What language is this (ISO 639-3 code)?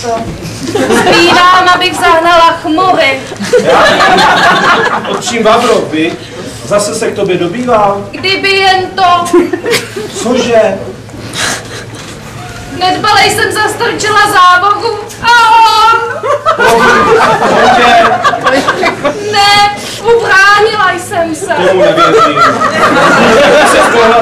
ces